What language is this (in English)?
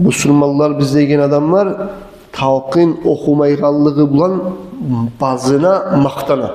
Kumyk